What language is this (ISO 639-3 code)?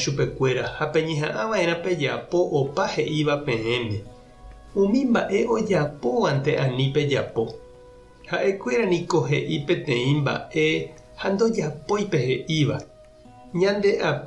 grn